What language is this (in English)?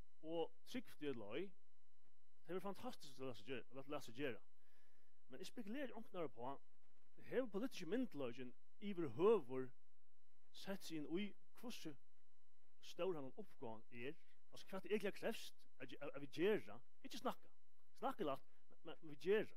Faroese